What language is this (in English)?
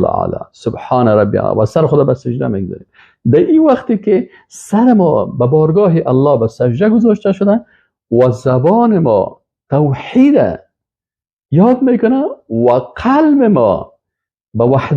Persian